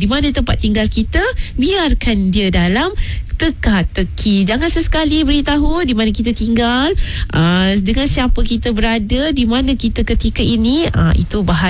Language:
Malay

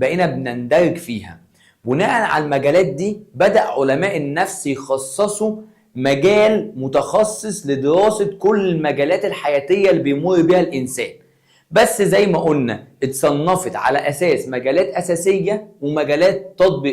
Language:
Egyptian Arabic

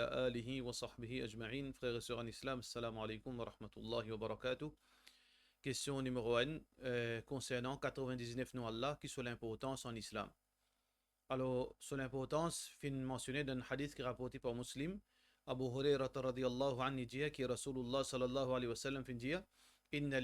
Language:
Morisyen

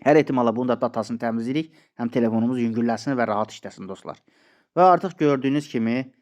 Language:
Azerbaijani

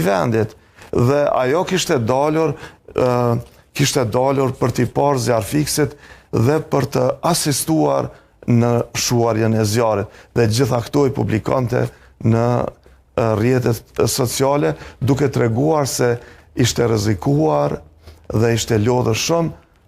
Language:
Albanian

